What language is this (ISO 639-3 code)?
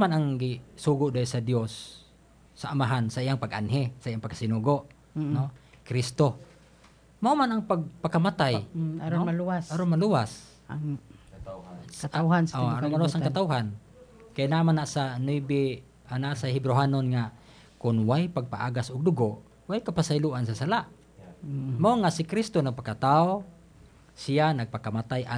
ceb